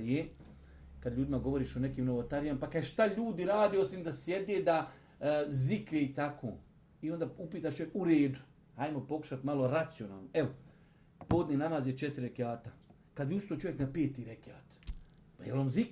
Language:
Bosnian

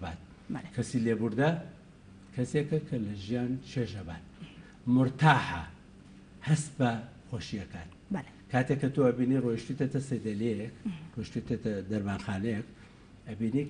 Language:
Central Kurdish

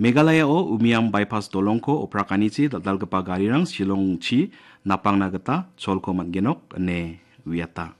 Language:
Garo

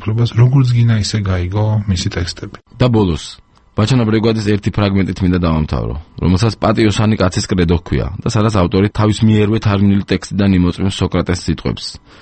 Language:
Georgian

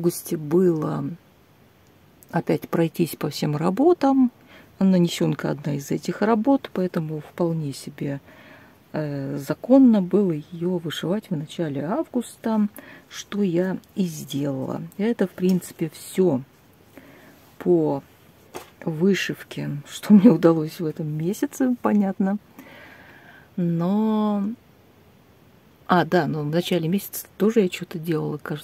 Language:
Russian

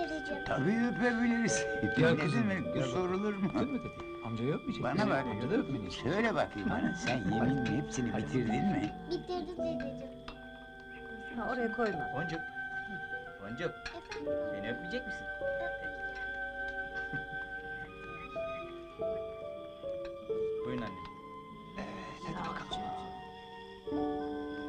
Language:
Turkish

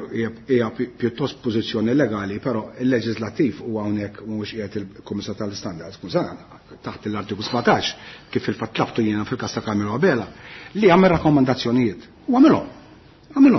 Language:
Maltese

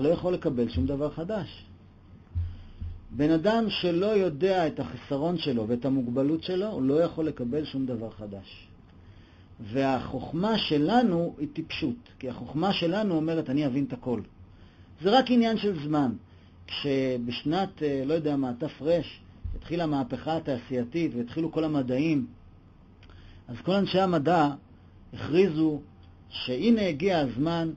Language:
Hebrew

